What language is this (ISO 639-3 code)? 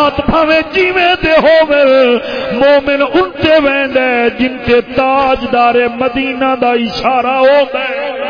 skr